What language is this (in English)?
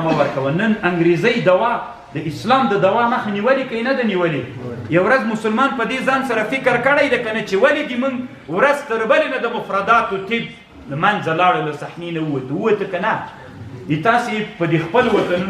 Pashto